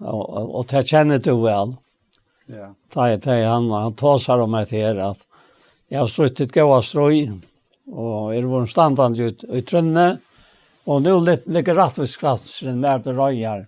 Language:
Faroese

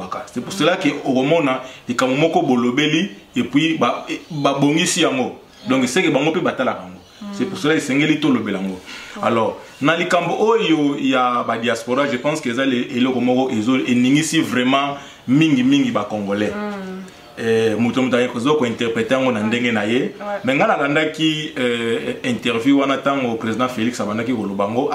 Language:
Lingala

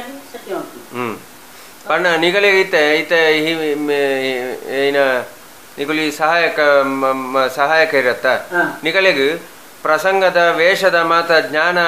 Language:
Tulu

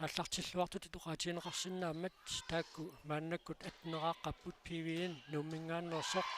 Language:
Kalaallisut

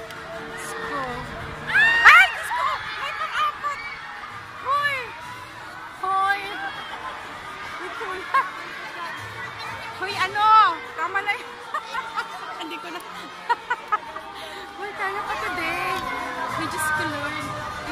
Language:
Filipino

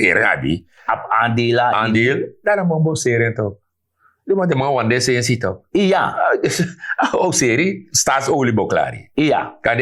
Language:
Sranan Tongo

